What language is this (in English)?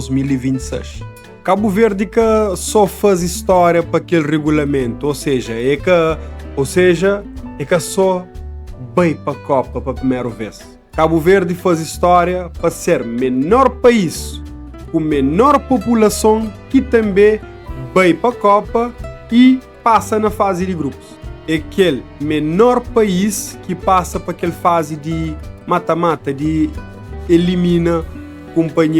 Kabuverdianu